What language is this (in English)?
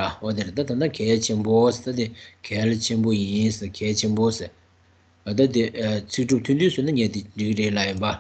Tibetan